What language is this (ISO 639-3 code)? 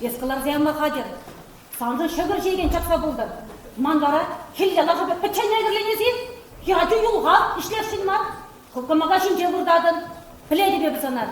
chv